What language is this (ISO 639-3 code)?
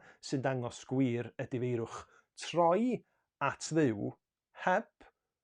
cym